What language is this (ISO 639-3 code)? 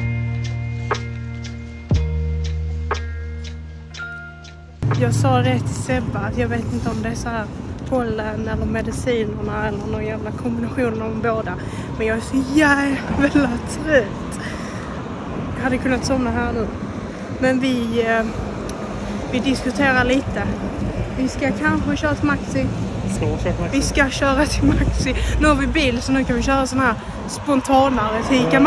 swe